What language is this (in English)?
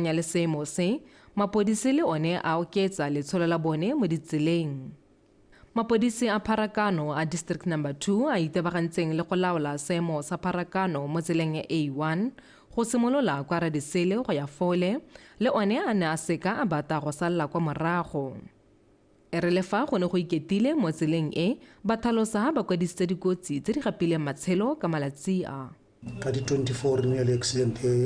Tswana